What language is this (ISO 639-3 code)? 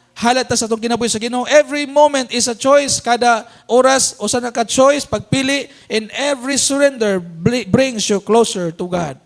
ceb